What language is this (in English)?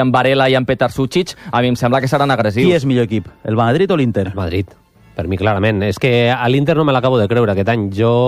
Catalan